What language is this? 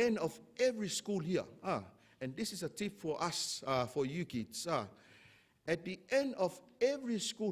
Samoan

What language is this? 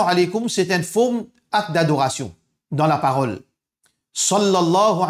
Morisyen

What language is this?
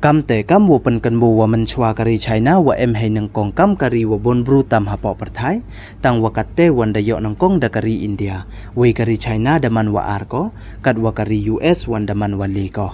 Pnar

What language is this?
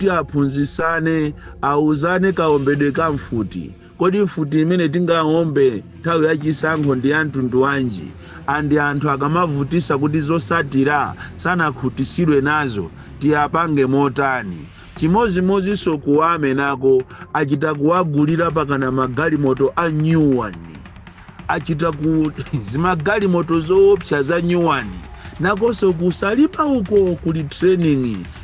Nyanja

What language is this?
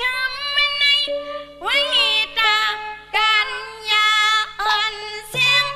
Shan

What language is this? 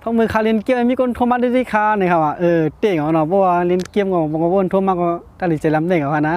Shan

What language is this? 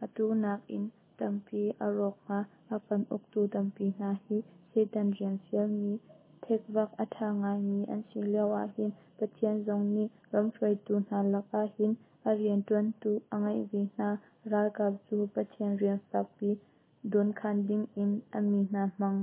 Hakha Chin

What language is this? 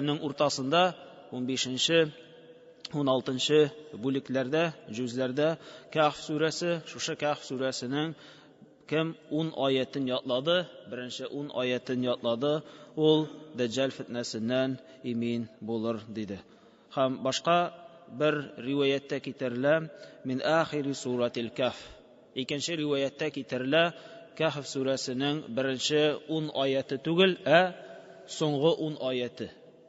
Tatar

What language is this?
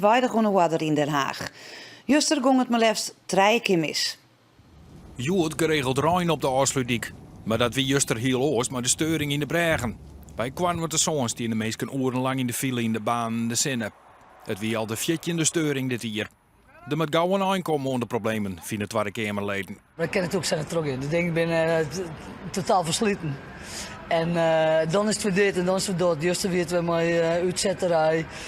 Western Frisian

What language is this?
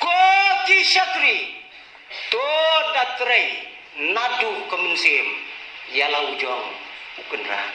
Khasi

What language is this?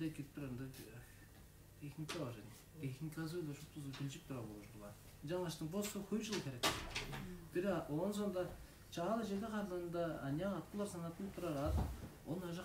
Tuvinian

